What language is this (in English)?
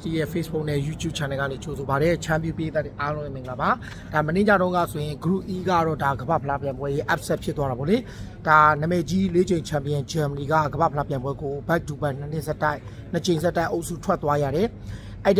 Burmese